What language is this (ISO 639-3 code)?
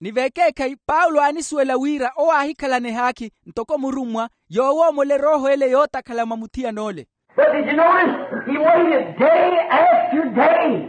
vmw